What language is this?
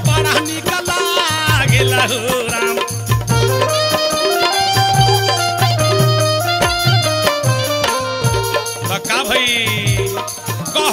Bhojpuri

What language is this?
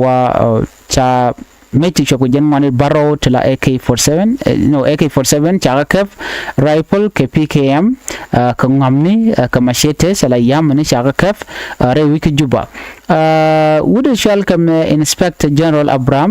Nuer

